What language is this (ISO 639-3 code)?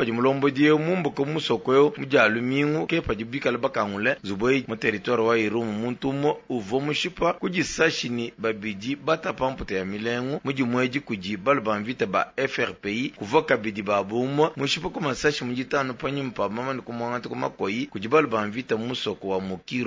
lua